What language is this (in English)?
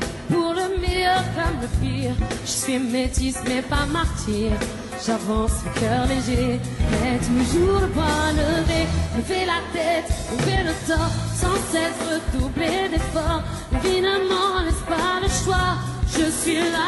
French